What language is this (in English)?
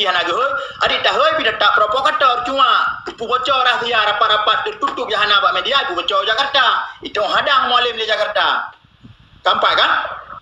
Achinese